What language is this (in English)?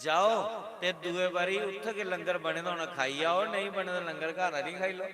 Dogri